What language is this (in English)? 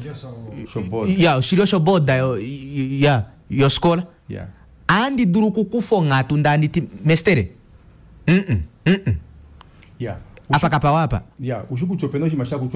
Kuanyama